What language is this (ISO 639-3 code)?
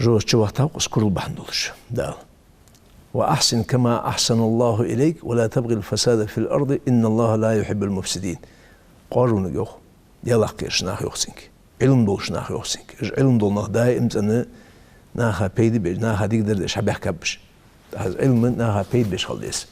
inh